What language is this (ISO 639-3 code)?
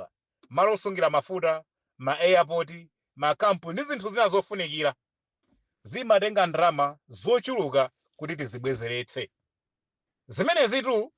nya